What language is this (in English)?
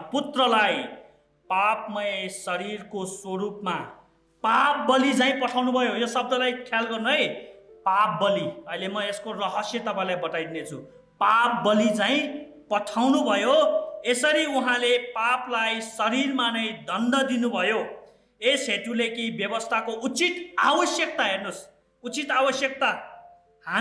Nepali